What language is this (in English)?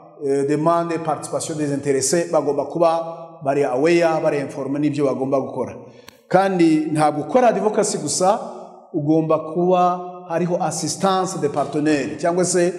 Kinyarwanda